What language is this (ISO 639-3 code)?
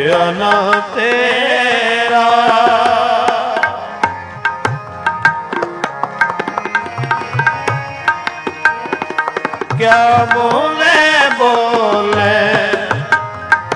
pan